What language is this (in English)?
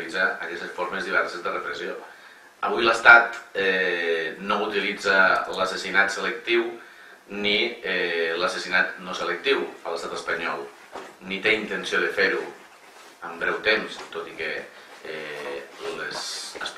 Catalan